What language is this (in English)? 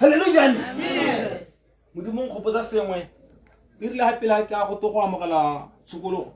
Tswana